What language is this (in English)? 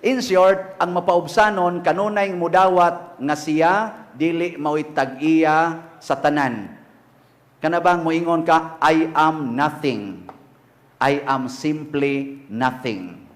Cebuano